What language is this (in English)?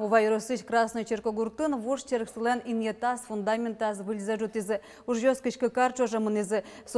Udmurt